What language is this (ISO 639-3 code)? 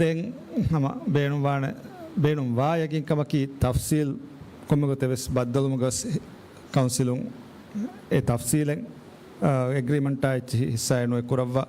div